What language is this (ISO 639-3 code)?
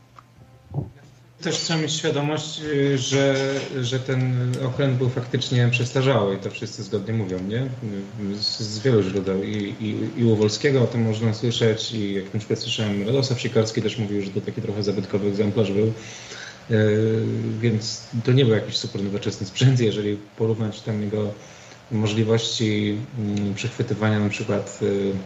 pol